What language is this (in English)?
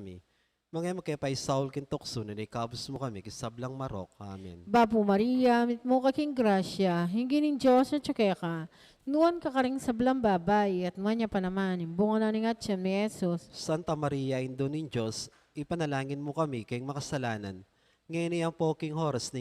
Pampanga